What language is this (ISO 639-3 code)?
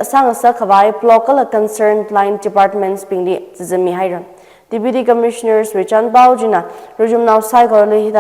nmf